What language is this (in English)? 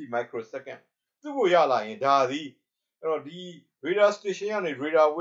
Burmese